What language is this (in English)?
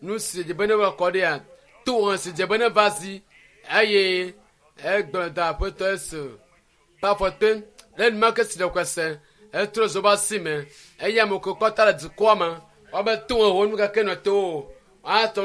Ewe